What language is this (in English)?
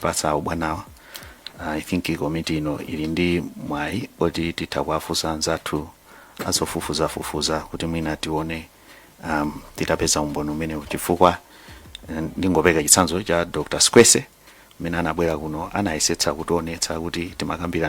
Nyanja